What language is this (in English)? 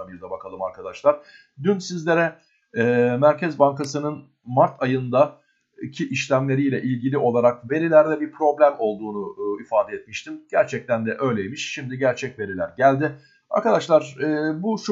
Turkish